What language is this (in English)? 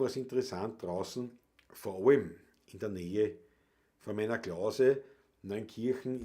Bavarian